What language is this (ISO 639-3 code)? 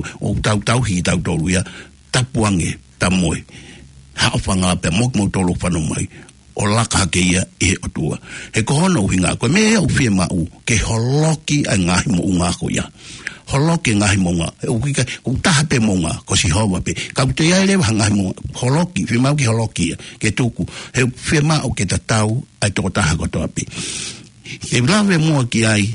ton